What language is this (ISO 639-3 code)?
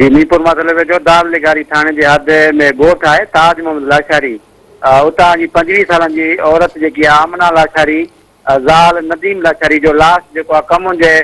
snd